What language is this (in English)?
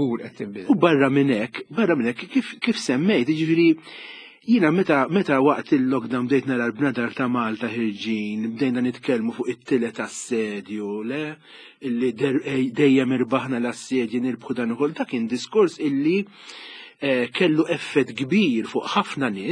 Maltese